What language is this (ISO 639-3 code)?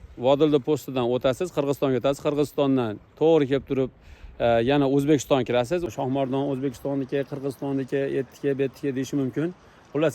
uzb